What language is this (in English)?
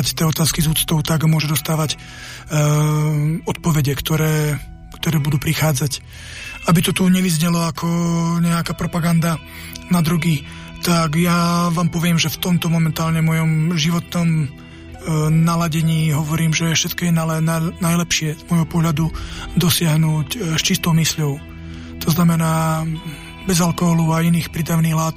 Slovak